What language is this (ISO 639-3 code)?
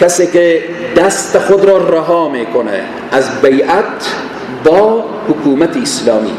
fas